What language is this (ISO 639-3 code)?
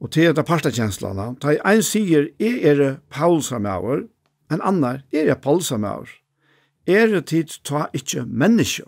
fao